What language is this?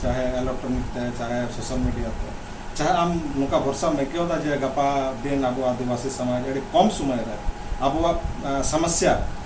Santali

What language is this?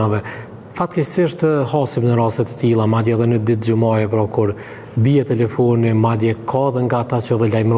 Albanian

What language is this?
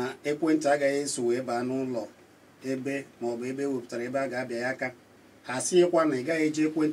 Igbo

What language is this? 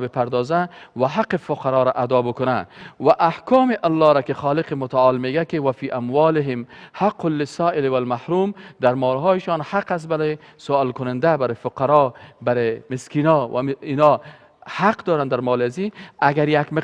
Persian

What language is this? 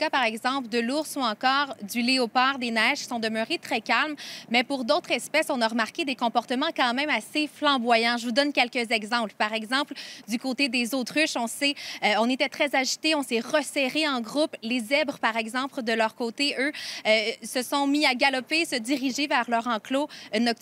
French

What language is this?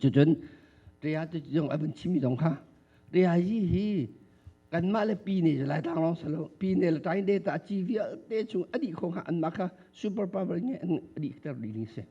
Hakha Chin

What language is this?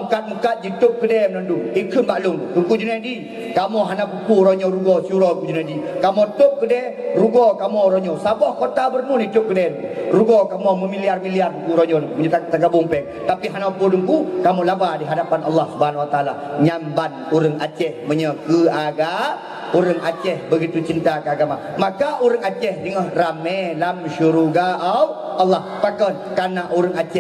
Achinese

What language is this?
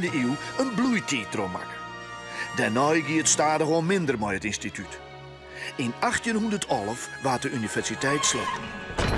Western Frisian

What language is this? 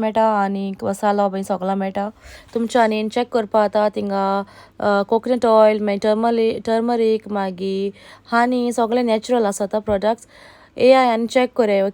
Konkani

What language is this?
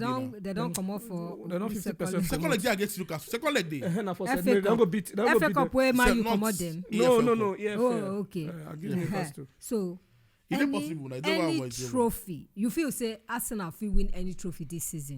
Nigerian Pidgin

